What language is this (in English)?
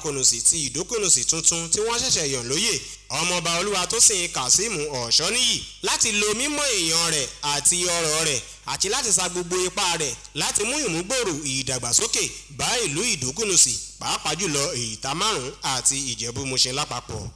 Yoruba